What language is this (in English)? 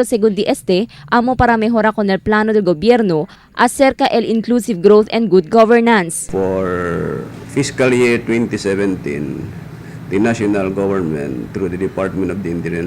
Chavacano